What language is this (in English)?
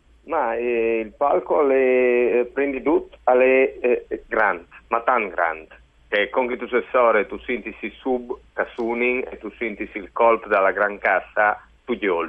Friulian